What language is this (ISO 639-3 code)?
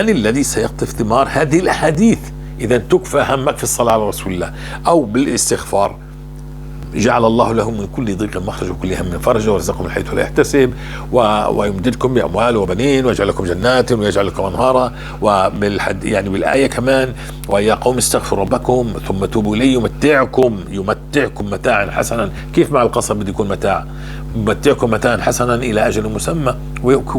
apc